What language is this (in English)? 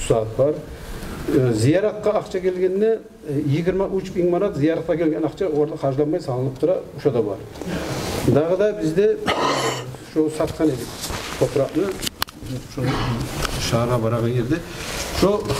Kumyk